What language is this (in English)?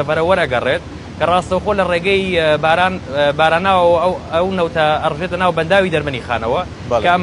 Central Kurdish